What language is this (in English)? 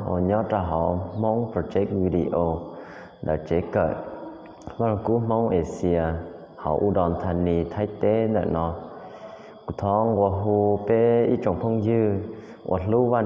Hmong